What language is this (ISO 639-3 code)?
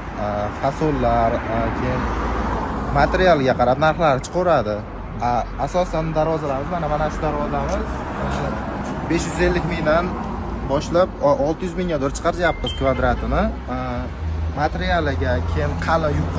uzb